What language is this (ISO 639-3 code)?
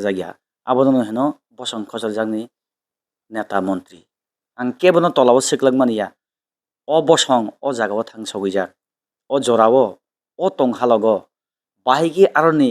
trp